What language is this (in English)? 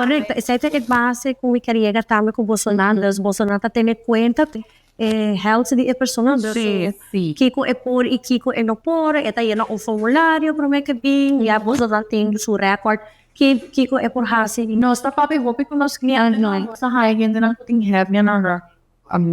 Papiamento